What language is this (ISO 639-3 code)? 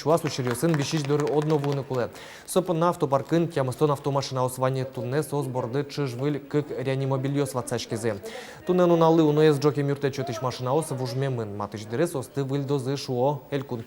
udm